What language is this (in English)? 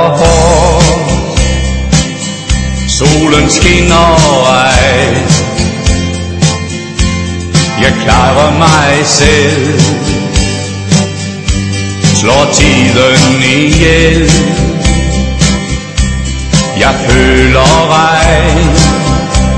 Danish